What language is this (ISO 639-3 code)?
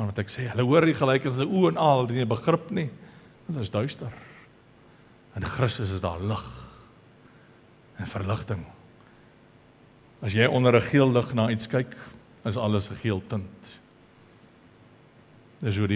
afr